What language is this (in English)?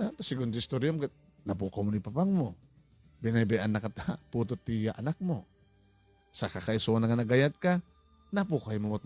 Iloko